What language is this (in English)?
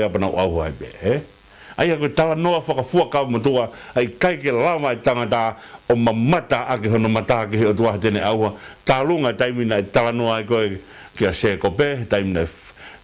Tongan